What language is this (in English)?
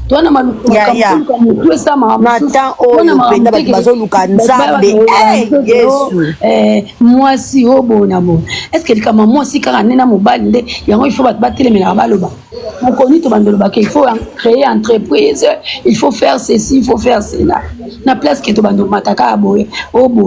Lingala